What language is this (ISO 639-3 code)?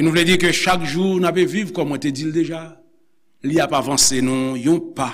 hat